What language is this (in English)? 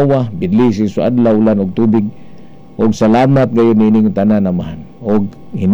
Cebuano